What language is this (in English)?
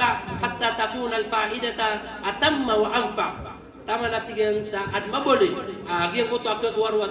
Maranao